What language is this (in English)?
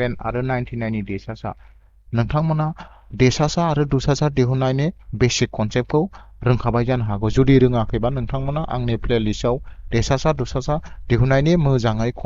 Bodo